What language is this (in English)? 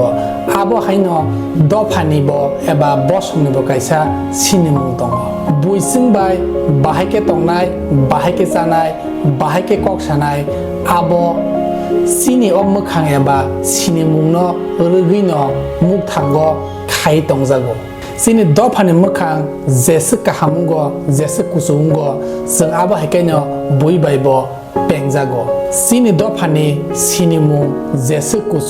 Kok Borok